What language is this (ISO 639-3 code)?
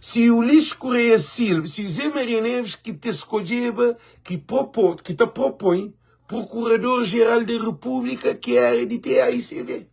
kea